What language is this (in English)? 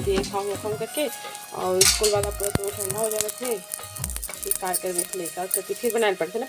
Chhattisgarhi